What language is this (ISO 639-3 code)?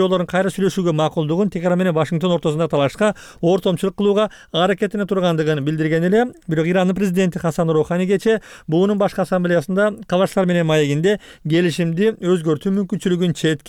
kir